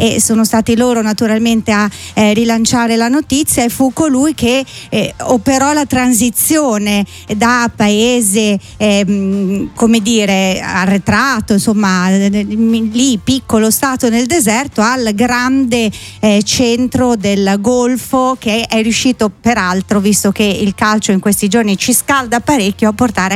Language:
Italian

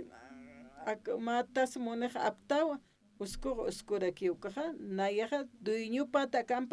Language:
Aymara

